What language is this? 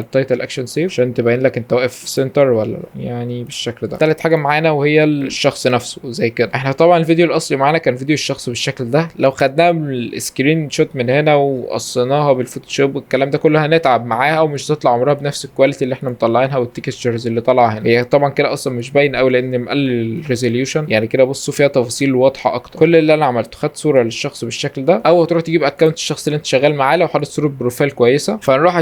Egyptian Arabic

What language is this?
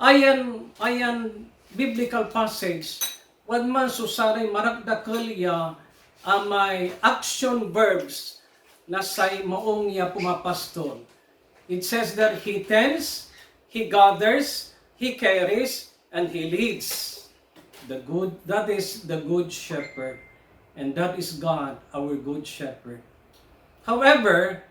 Pangasinan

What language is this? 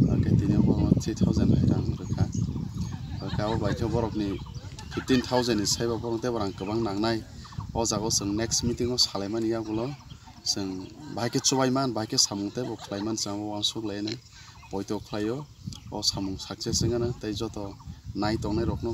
Kok Borok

